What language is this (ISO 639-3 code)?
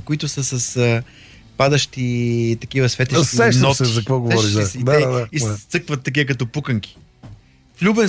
bul